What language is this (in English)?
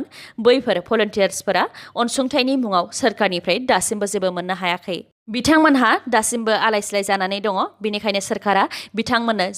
Bodo